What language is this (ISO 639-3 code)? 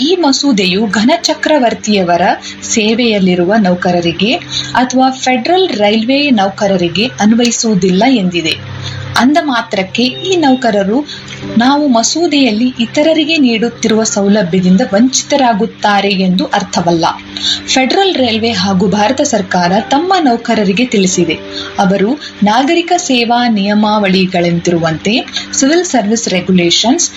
kan